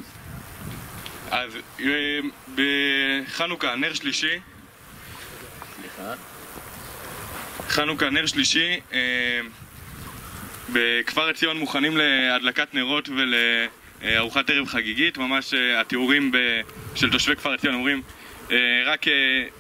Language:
Hebrew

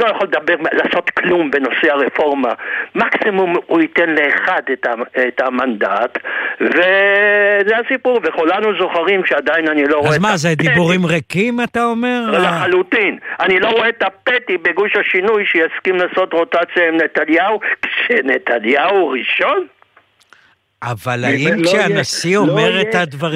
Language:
Hebrew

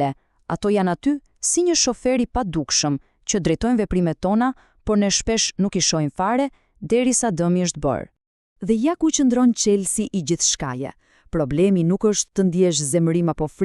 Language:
Albanian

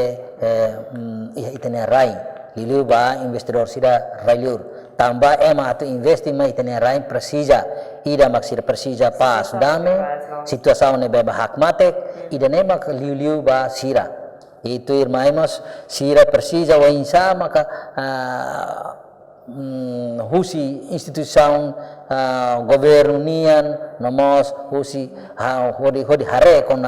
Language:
Tetum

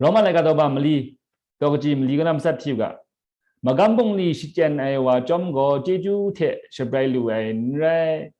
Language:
Kachin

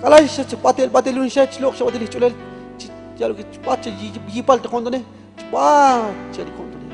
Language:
Tzotzil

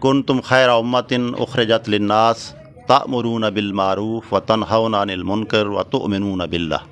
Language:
Saraiki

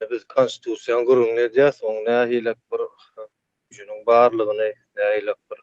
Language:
Turkmen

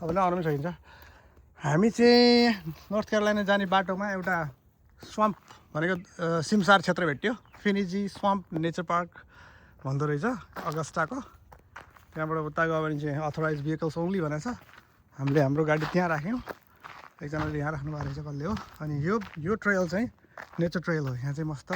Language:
Nepali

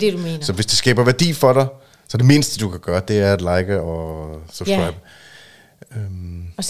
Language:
Danish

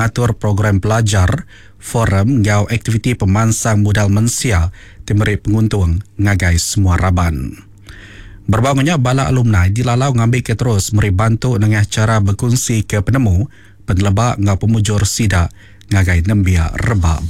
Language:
Iban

